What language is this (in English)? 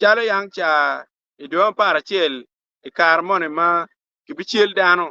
Acoli